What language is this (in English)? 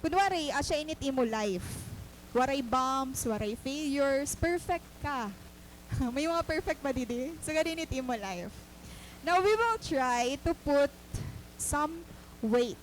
Waray